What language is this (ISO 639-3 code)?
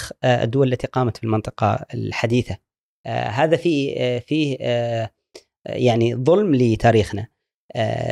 afb